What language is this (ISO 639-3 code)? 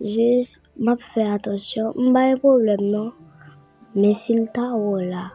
hat